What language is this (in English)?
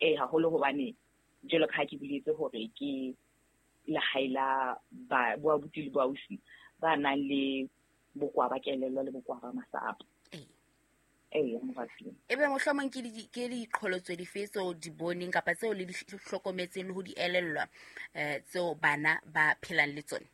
Southern Sotho